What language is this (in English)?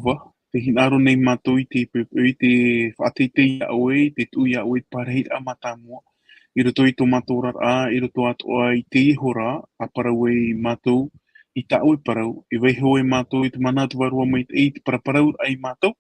Tahitian